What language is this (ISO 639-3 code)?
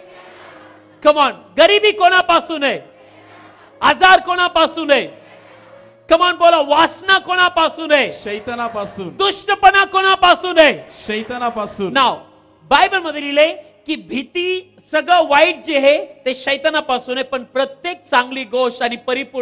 mar